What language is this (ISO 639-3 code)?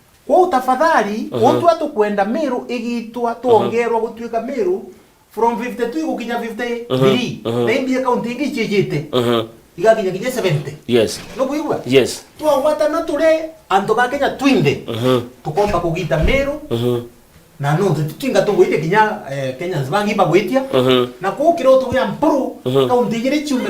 mer